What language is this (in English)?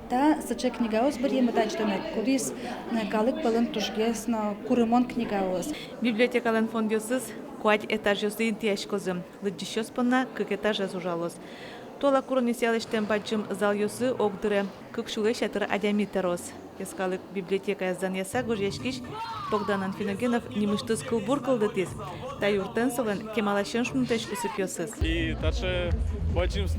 Udmurt